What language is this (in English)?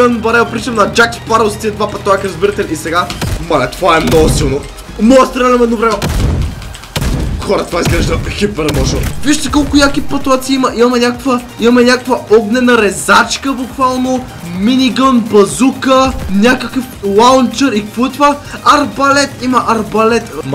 Bulgarian